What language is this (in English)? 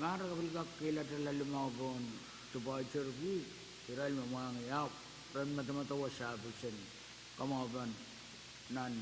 Pohnpeian